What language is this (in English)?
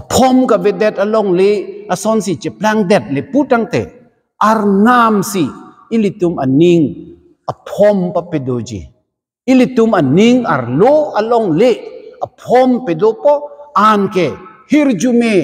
Karbi